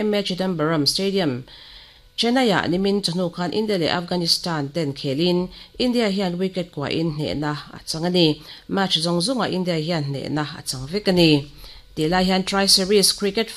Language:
Mizo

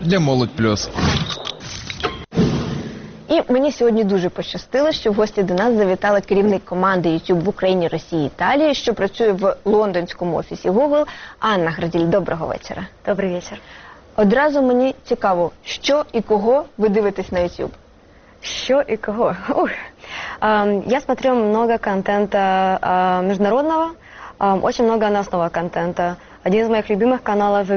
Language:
Ukrainian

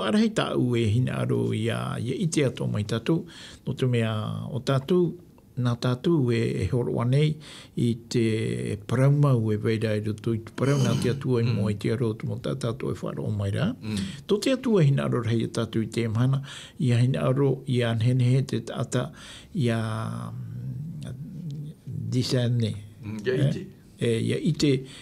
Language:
Tahitian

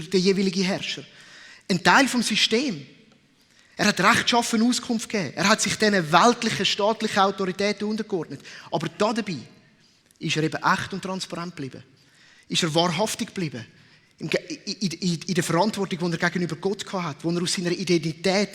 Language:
Swiss German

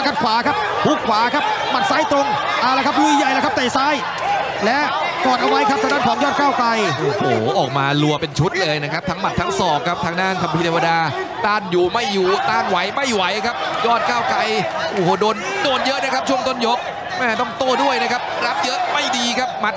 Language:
Thai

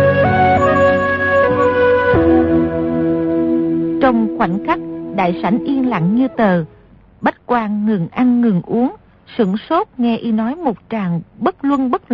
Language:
Vietnamese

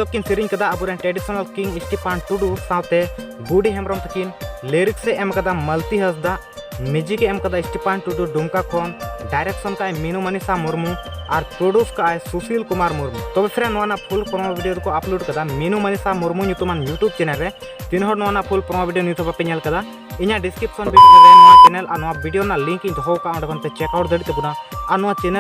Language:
Santali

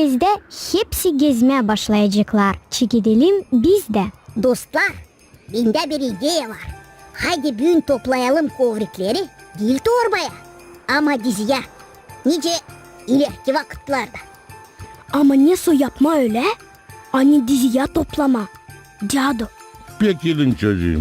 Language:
Gagauz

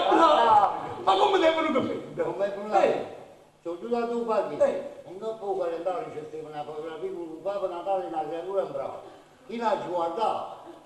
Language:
Neapolitan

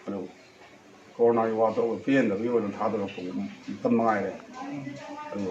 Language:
Manipuri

